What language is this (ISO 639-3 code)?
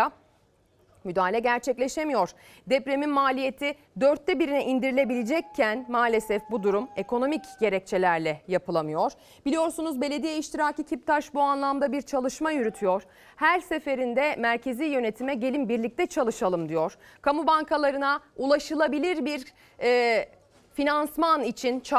tur